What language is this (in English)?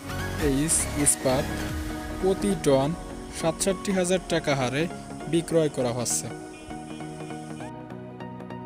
Bangla